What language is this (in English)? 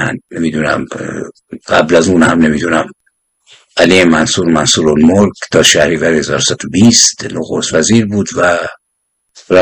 Persian